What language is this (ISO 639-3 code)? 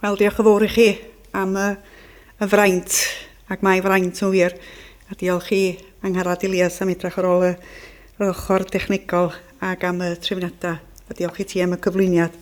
cym